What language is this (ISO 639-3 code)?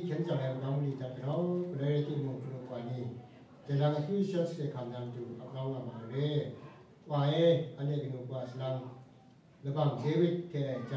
kac